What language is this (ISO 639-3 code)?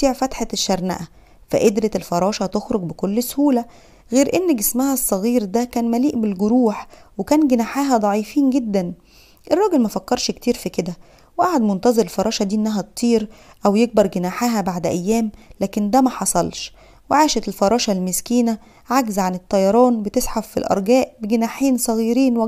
arz